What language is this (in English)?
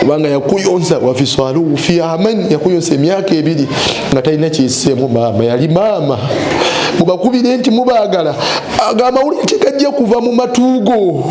Ganda